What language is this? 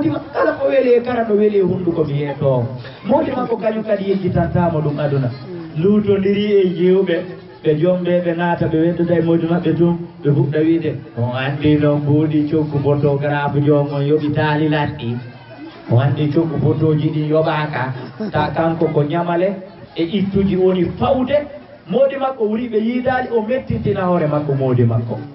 Fula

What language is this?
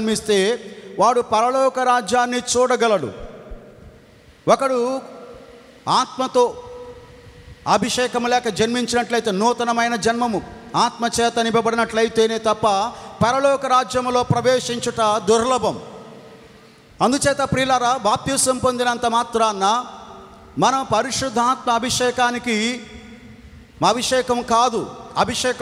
Telugu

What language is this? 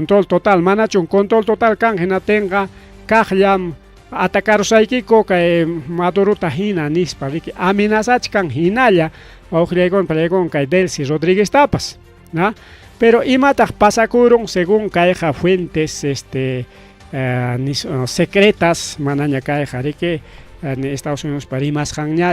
Ayacucho Quechua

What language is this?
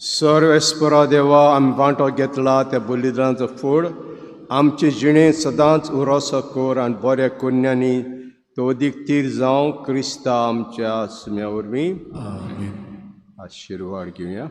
Konkani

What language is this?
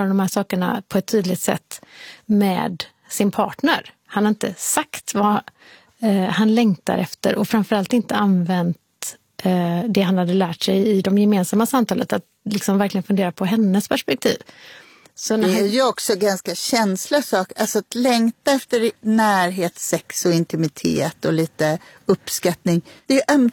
Swedish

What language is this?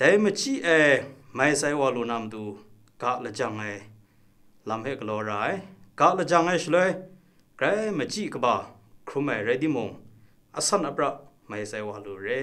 Kachin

